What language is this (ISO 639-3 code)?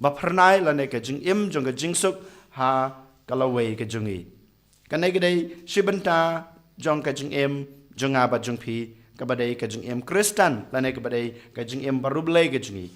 kha